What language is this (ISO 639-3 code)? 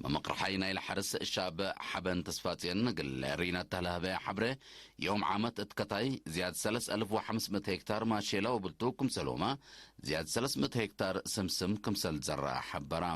tig